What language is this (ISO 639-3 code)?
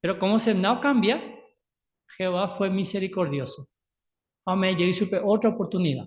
grn